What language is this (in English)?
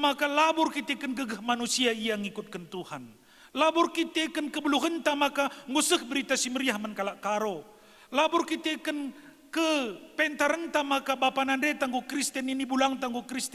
Batak Karo